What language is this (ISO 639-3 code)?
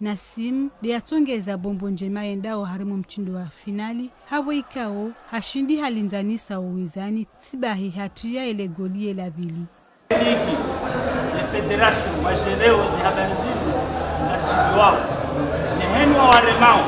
zdj